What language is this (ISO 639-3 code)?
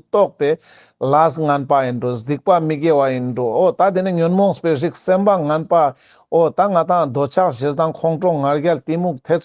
lbj